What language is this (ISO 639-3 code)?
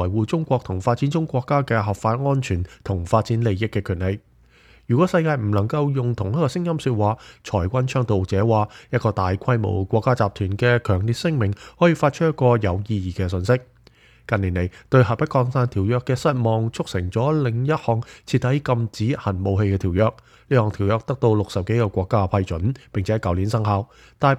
yue